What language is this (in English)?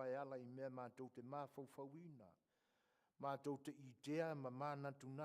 Samoan